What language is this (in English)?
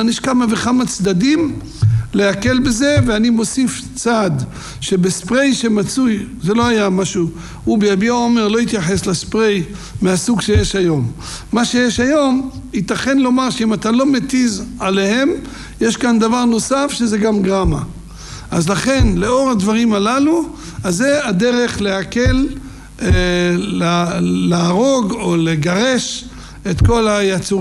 Hebrew